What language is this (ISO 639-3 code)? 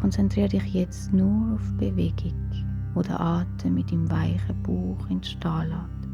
gsw